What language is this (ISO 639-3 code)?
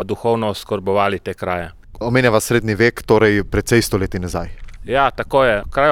slv